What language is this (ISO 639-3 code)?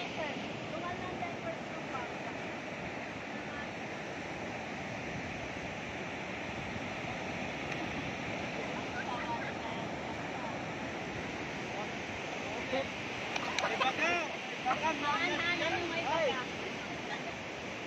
fil